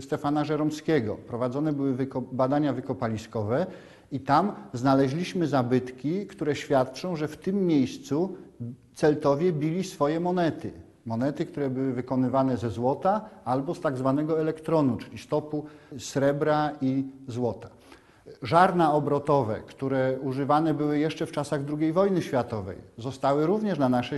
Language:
Polish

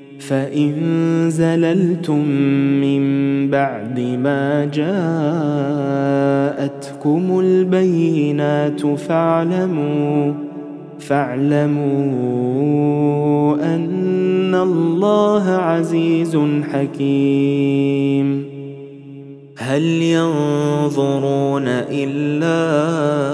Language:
Arabic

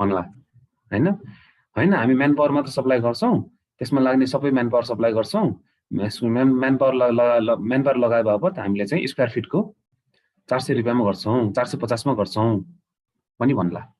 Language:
Nepali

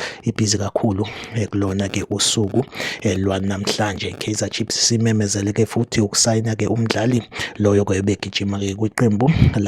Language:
Zulu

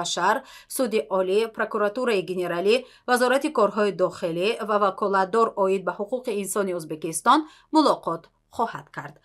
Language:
Tajik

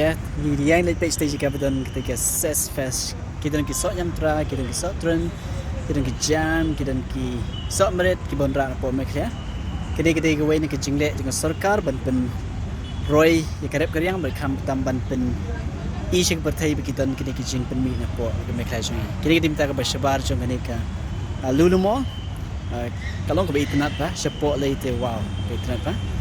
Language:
Khasi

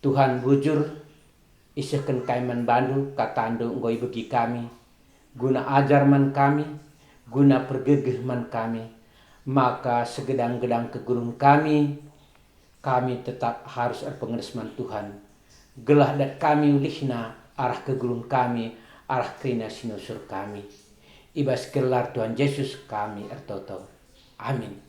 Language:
Batak Karo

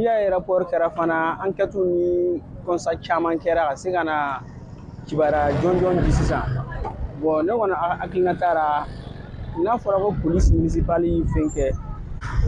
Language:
Bambara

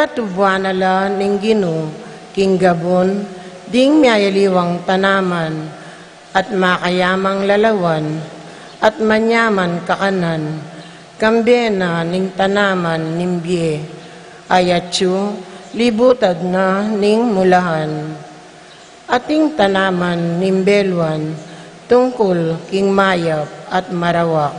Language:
Pampanga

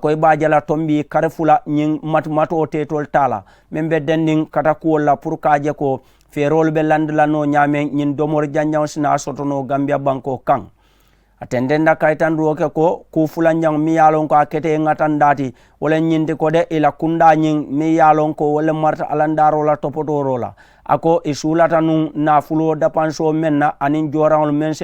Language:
Mandingo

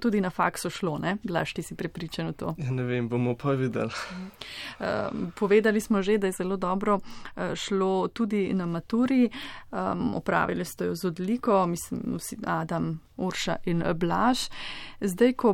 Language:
Slovenian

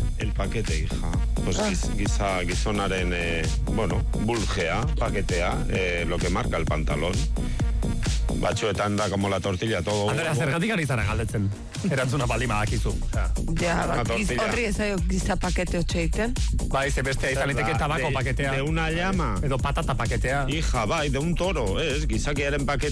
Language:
Basque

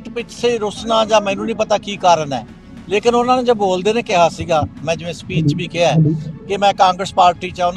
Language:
Punjabi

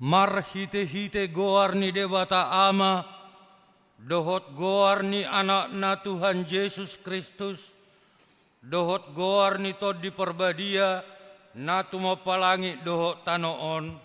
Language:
Batak Toba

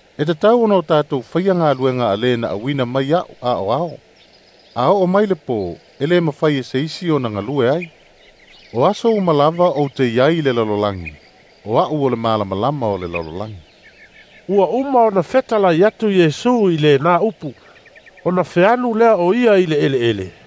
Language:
Samoan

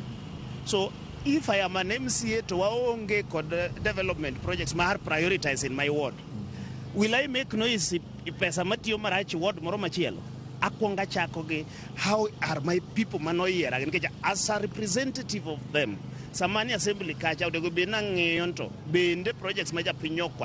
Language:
Luo (Kenya and Tanzania)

